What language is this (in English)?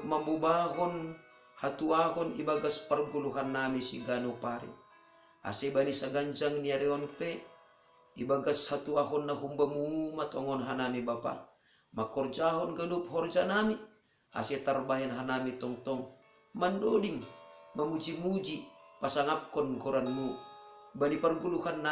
Batak Simalungun